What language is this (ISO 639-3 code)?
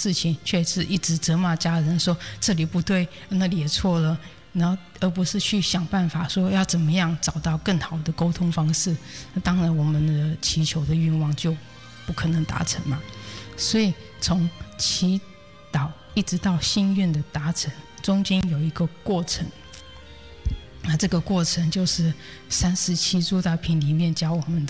zho